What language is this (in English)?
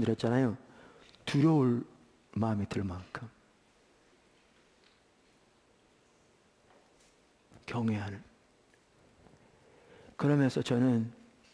Korean